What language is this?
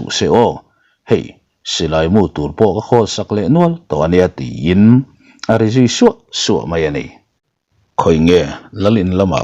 Mizo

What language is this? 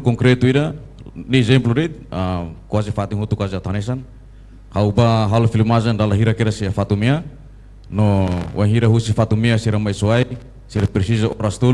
Tetum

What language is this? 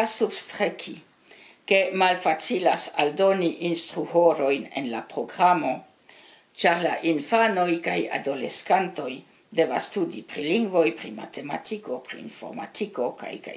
Esperanto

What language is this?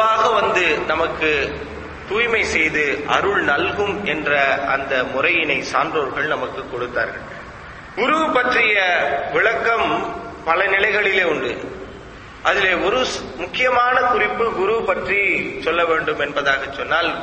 Tamil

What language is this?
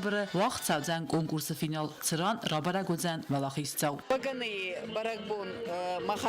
Ossetic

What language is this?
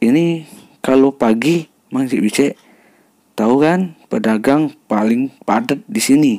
Musi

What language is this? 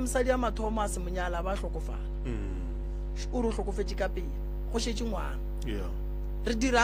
Northern Sotho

